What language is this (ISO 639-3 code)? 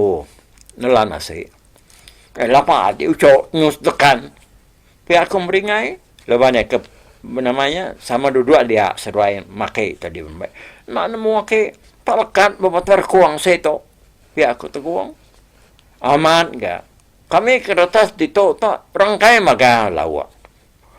iba